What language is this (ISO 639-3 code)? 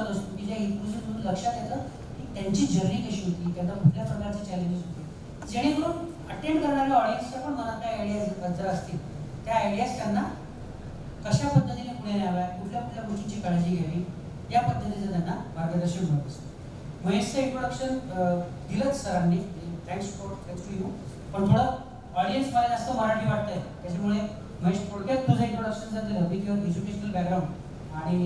mar